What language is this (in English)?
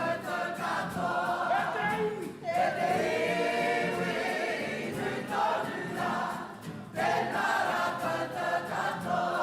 Māori